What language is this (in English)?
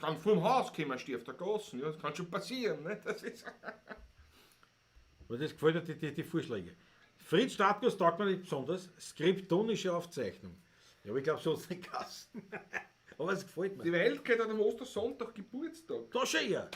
Bavarian